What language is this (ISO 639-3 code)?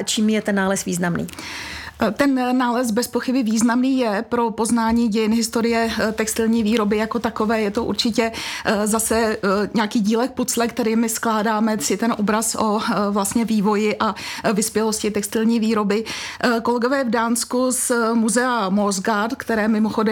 ces